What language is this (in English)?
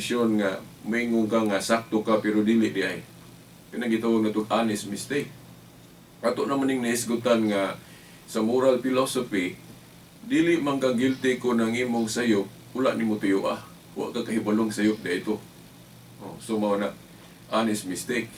Cebuano